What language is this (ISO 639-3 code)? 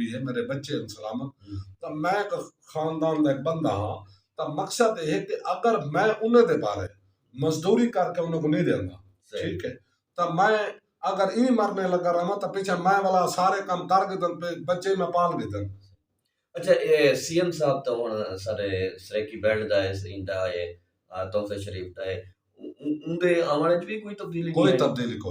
skr